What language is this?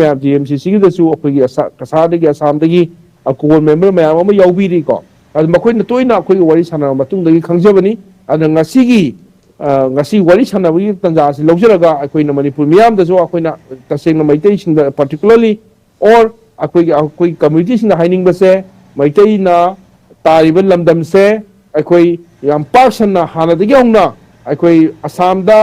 Manipuri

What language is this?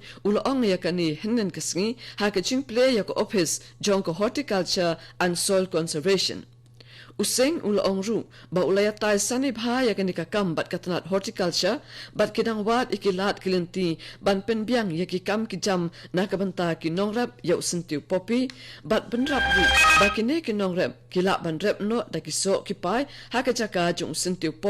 Khasi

